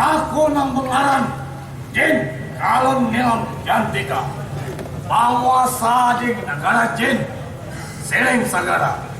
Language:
Banjar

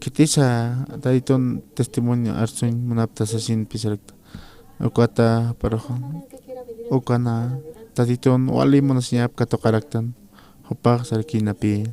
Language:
Aymara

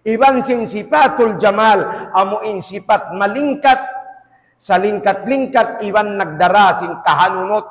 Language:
Tausug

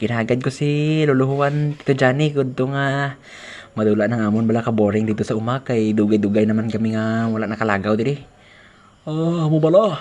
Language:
Hiligaynon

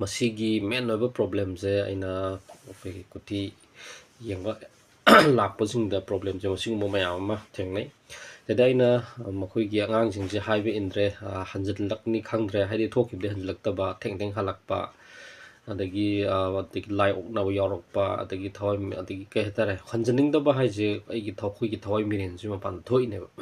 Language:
Manipuri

